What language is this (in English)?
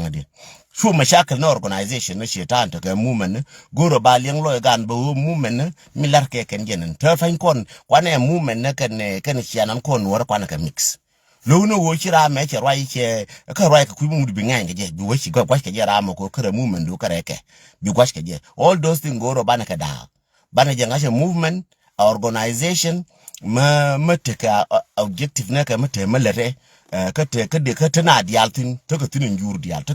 Nuer